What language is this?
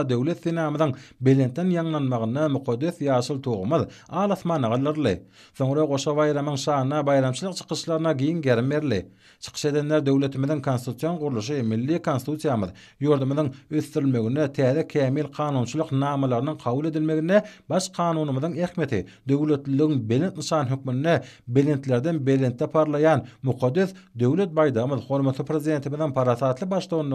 Turkmen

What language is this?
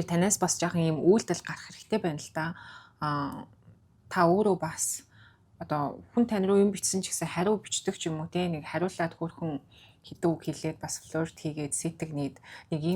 Mongolian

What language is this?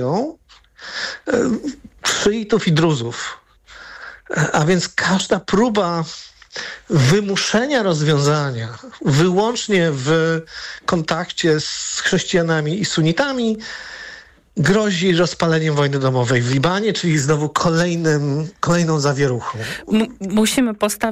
Polish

